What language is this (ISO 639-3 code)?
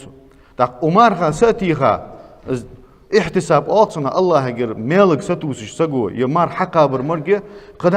inh